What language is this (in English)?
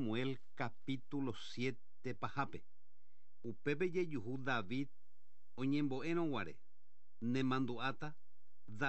Guarani